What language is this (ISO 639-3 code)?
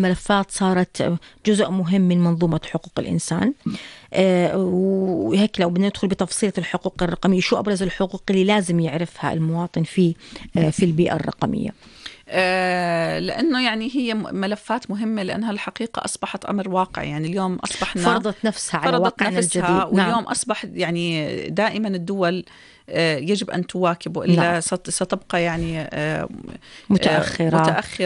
apc